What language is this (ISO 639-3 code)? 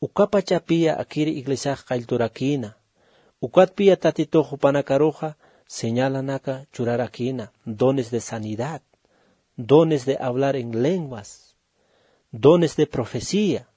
aym